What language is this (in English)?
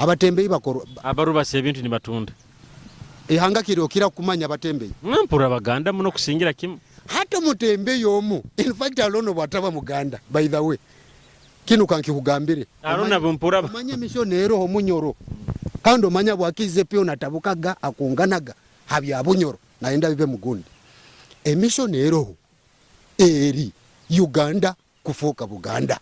Nyoro